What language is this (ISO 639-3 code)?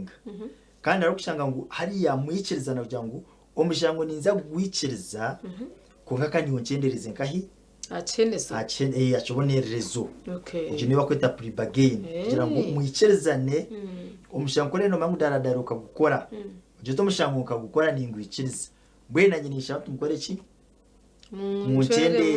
nyn